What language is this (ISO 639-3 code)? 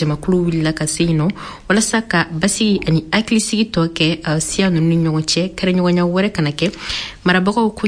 bam